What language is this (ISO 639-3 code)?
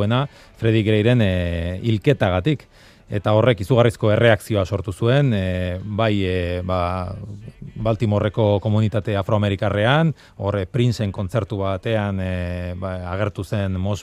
eus